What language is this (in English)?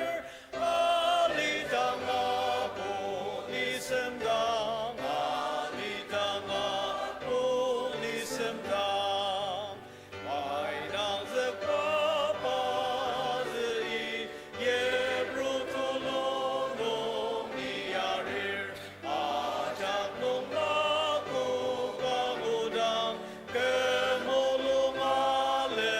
Ao Naga